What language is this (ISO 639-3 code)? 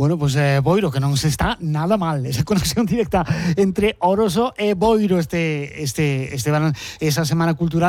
glg